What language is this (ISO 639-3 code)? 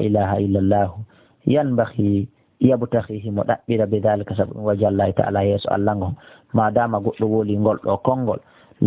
fuf